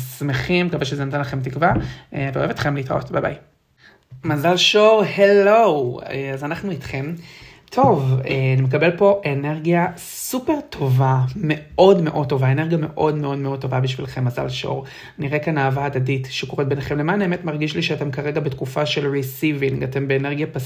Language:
Hebrew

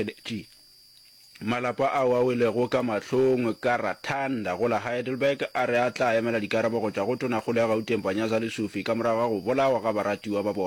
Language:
Northern Sotho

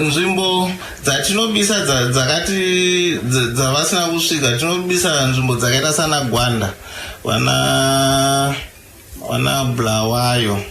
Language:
Shona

